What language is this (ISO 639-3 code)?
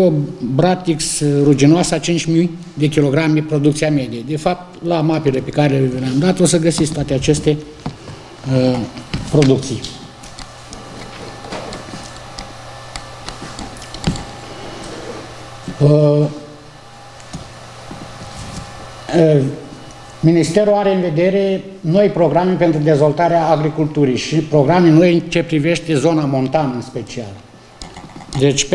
ron